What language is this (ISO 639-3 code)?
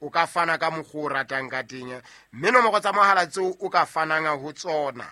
sot